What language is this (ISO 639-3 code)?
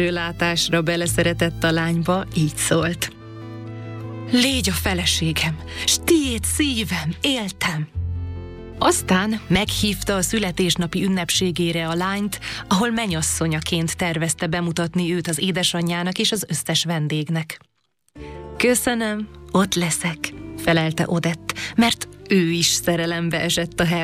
hun